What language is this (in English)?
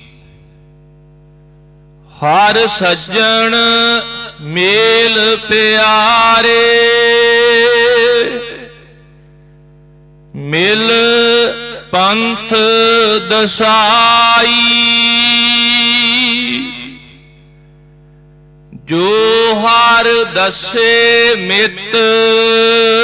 Punjabi